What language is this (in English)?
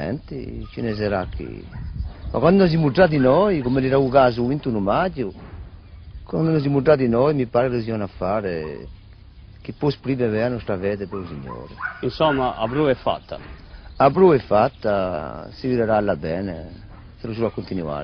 Corsican